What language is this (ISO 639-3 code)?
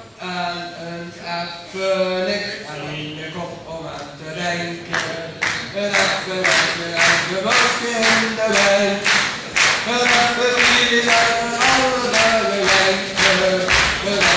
lim